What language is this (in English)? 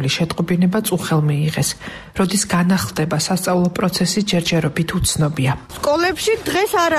Georgian